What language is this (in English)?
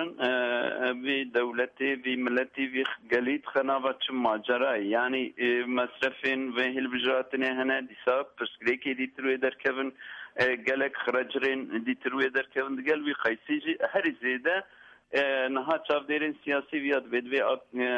Kurdish